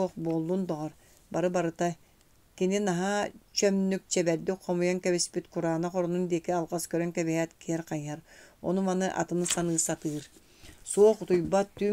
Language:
Yakut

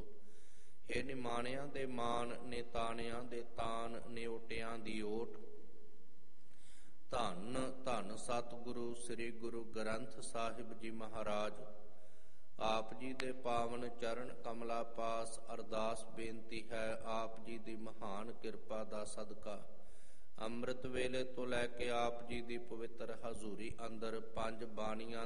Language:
Punjabi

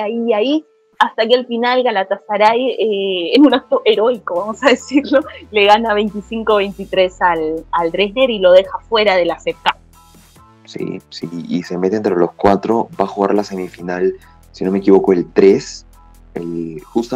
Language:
Spanish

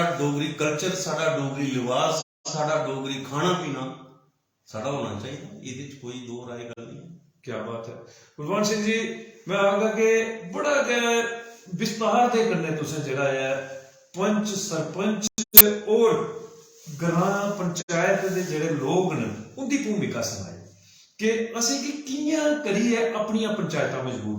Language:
Dogri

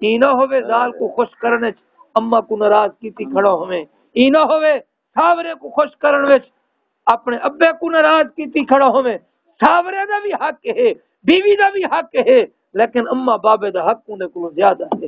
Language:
Saraiki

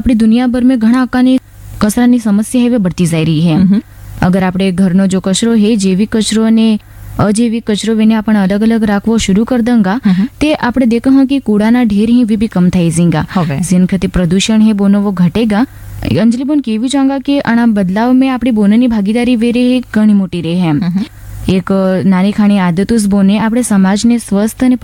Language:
Gujarati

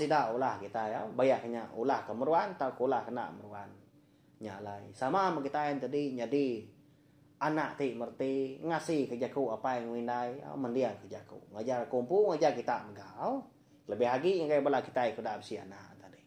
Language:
Iban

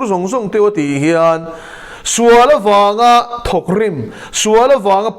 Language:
Mizo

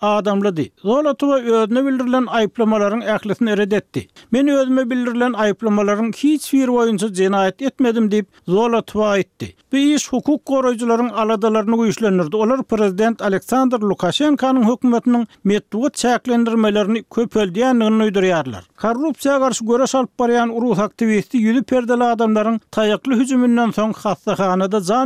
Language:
Turkmen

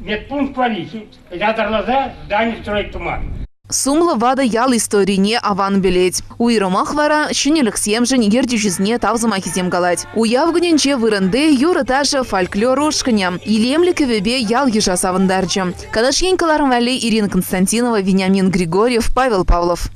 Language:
Chuvash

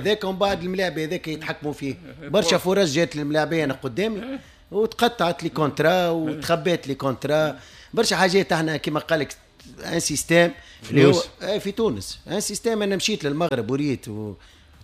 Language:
Tunisian Arabic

